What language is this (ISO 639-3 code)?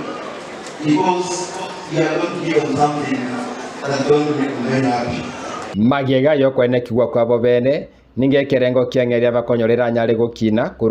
guz